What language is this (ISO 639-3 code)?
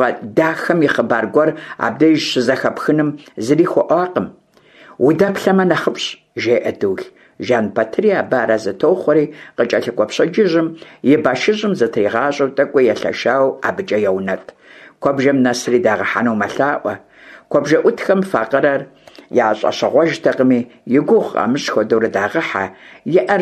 kbd